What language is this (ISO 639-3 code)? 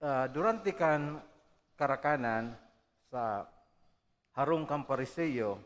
bik